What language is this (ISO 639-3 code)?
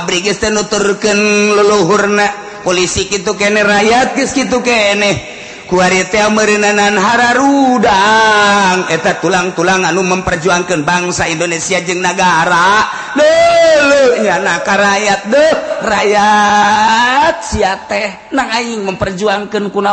sun